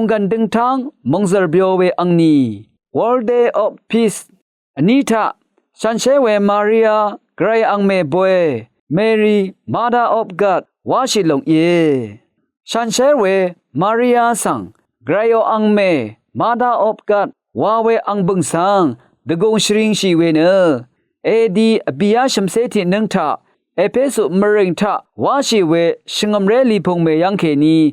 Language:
Rawang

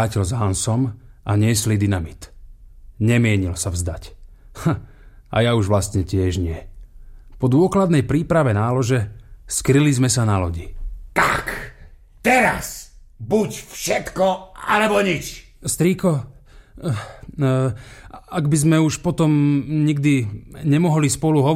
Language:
Slovak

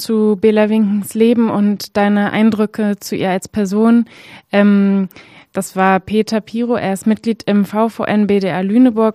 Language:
German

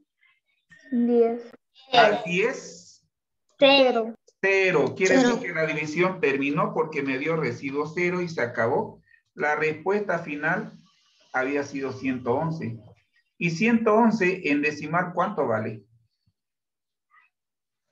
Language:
Spanish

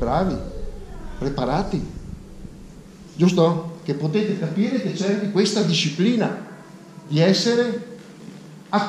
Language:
Italian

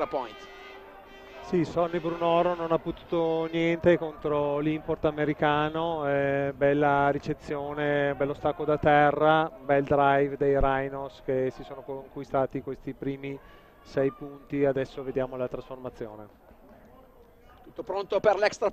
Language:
Italian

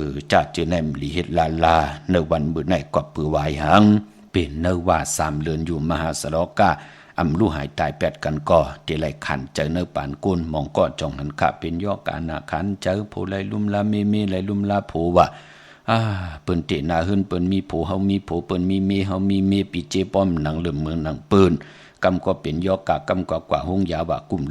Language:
Shan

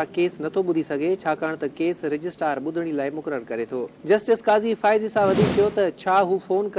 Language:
Sindhi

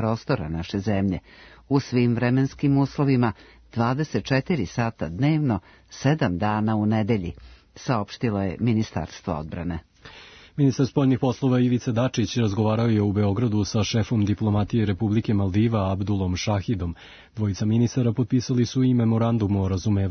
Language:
Serbian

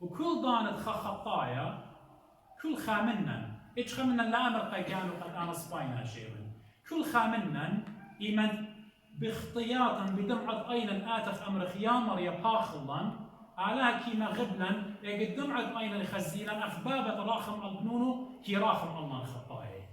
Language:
Assyrian Neo-Aramaic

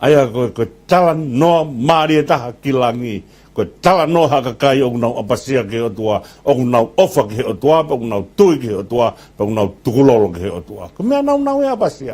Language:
Tongan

